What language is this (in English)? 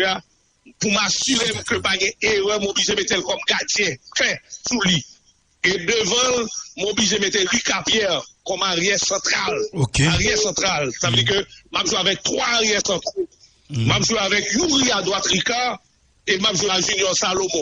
Haitian Creole